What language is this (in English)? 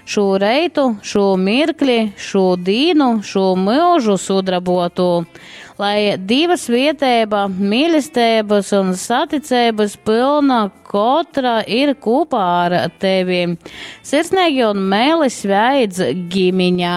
Latgalian